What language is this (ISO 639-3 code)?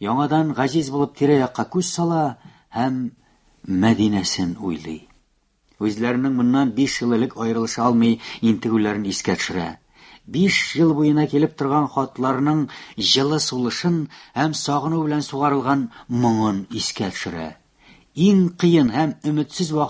tat